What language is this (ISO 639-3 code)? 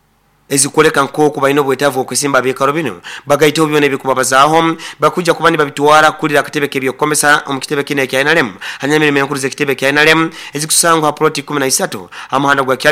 nyo